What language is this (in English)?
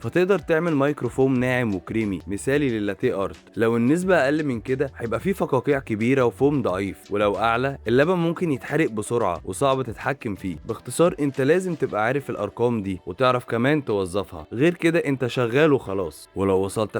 Egyptian Arabic